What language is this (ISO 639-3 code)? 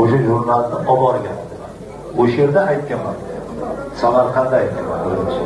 uzb